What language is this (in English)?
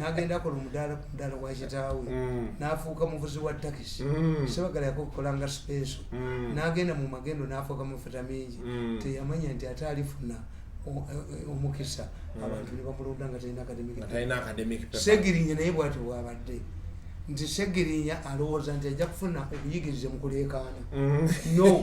Ganda